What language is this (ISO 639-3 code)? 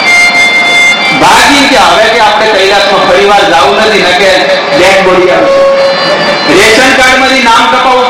guj